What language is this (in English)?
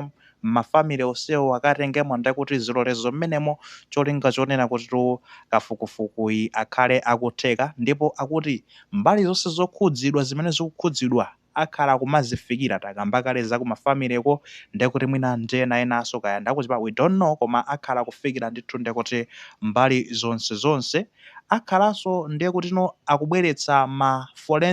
Nyanja